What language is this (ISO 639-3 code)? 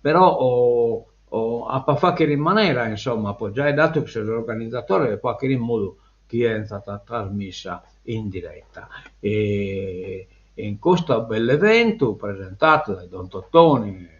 srd